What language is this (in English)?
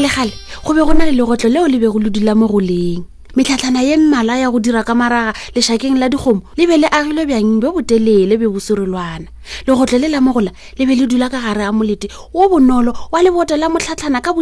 Northern Sotho